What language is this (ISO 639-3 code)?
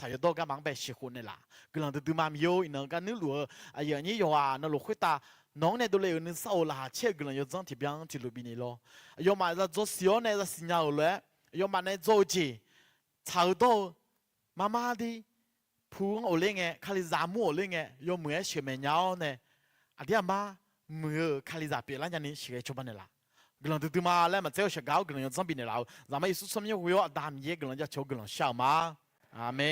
ahk